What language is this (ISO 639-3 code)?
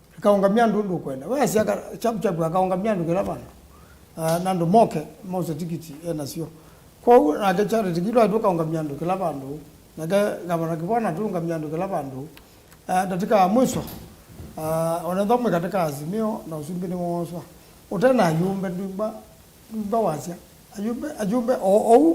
kam